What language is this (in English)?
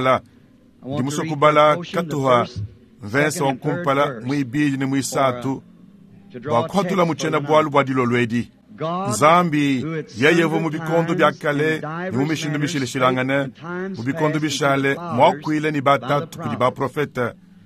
Luba-Lulua